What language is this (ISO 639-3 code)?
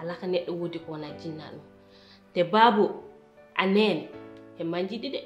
ful